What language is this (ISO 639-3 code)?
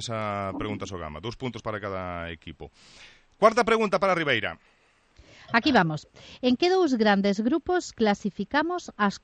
glg